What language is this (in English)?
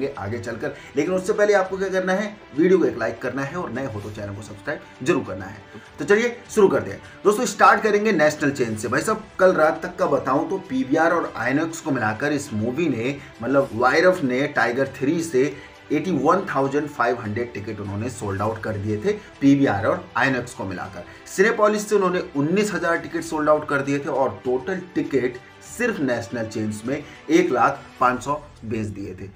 Hindi